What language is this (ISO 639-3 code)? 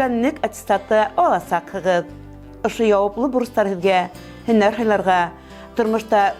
bak